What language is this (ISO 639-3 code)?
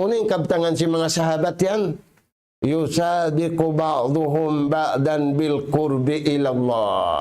tsg